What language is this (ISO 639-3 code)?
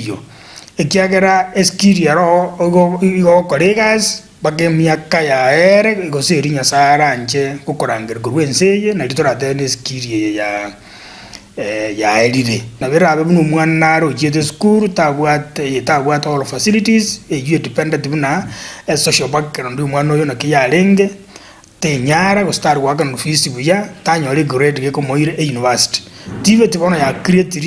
guz